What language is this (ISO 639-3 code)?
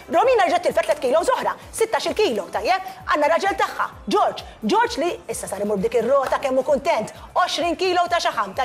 mlt